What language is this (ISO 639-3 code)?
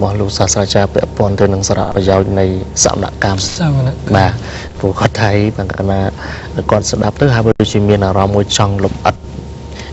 khm